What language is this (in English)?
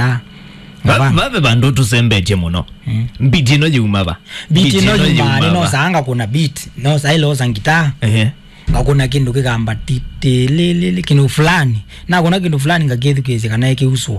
Kamba